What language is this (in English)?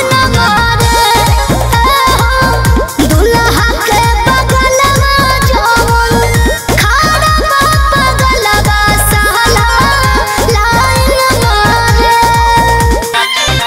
Bhojpuri